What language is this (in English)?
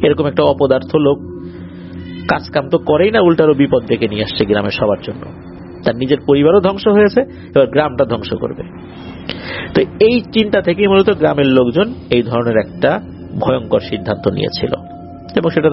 Bangla